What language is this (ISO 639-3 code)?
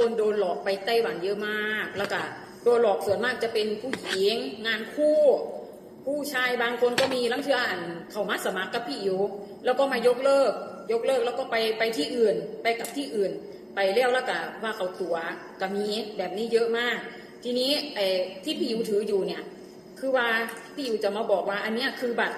tts